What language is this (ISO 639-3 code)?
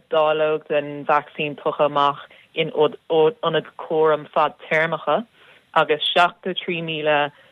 gle